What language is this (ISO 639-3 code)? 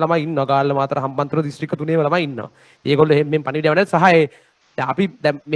sin